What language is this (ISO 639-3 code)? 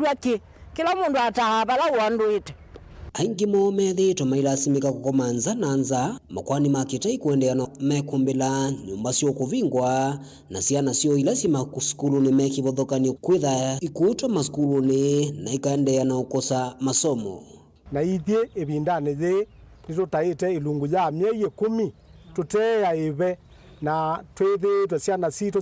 kam